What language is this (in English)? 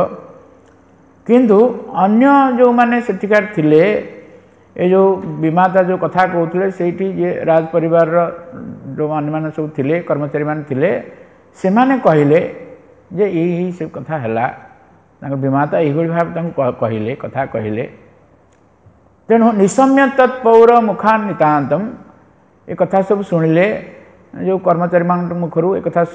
Odia